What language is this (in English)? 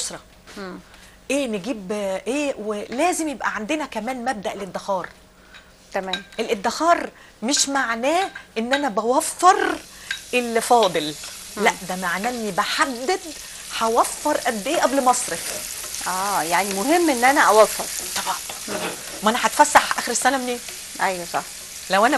Egyptian Arabic